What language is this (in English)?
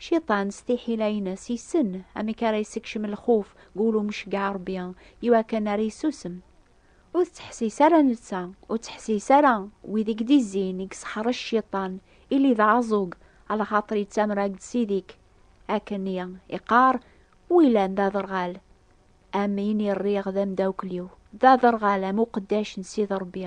Kabyle